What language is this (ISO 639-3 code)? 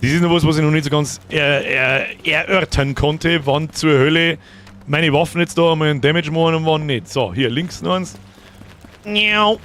bar